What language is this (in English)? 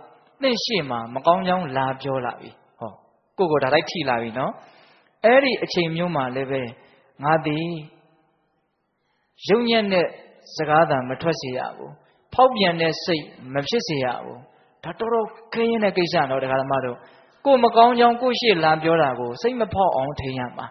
Burmese